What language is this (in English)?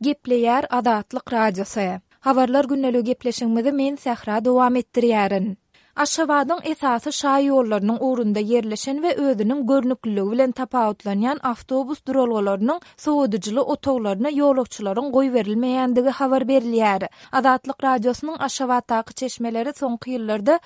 Turkmen